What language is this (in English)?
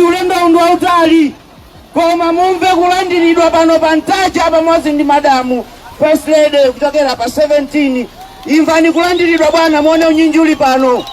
Nyanja